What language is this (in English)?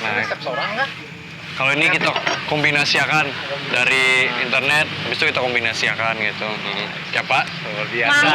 Banjar